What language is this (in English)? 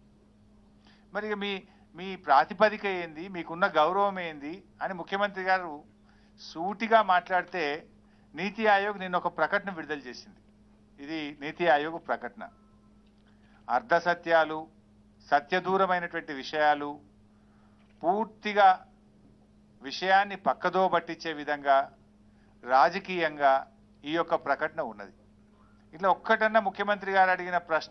Telugu